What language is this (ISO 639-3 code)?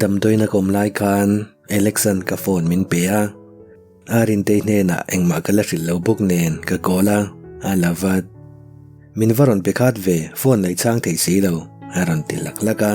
lus